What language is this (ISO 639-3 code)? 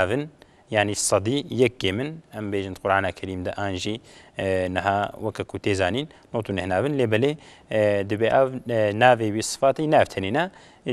kur